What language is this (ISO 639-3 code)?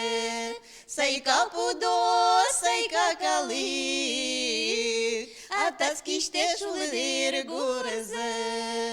udm